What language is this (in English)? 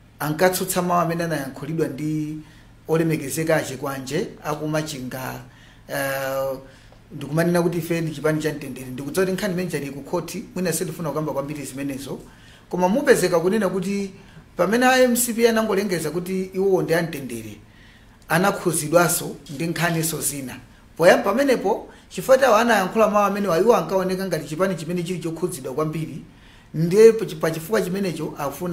Nyanja